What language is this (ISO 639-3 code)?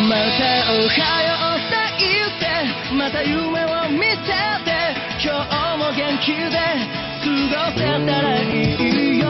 jpn